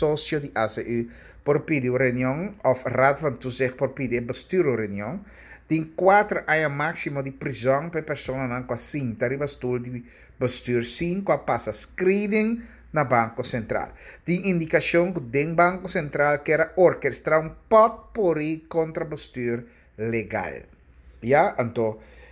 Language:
Papiamento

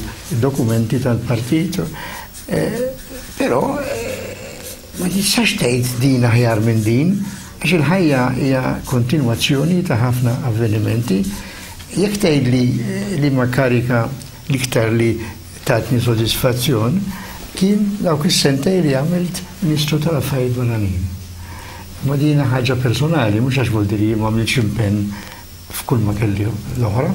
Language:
Maltese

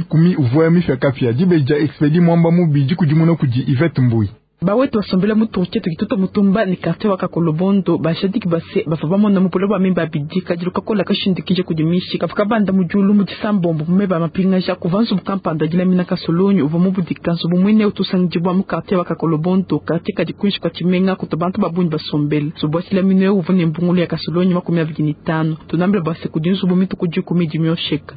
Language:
Luba-Lulua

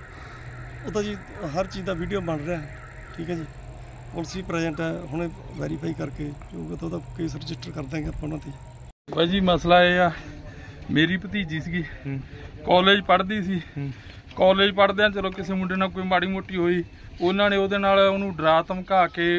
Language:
Punjabi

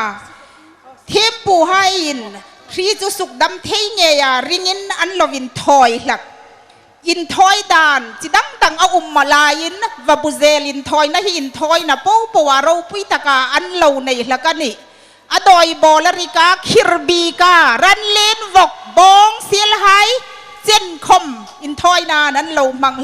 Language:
Hmar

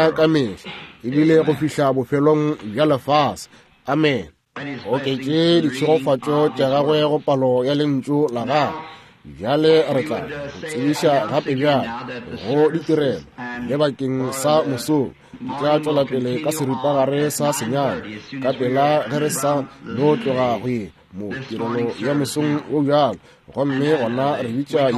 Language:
Northern Sotho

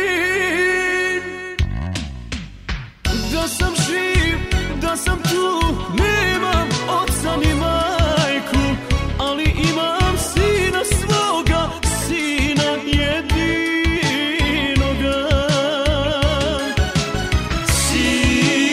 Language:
Croatian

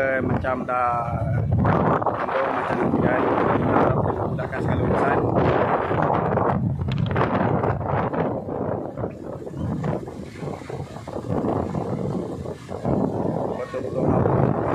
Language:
Malay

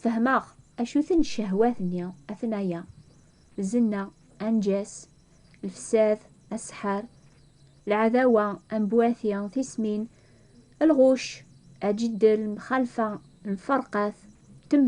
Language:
Kabyle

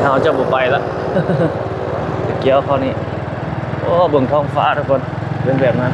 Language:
Lao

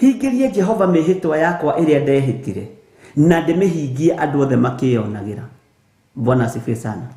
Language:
Kikuyu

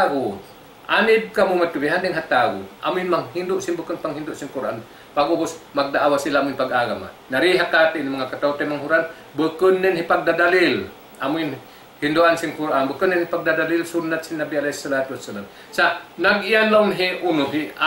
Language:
Tausug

